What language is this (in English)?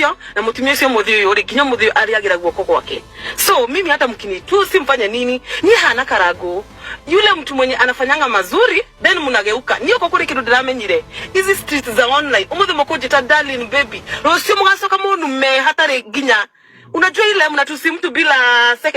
Kikuyu